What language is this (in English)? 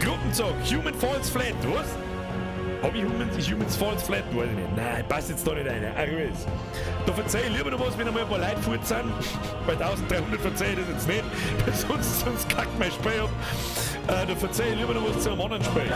Bavarian